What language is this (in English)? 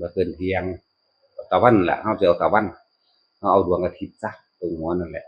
Northeastern Thai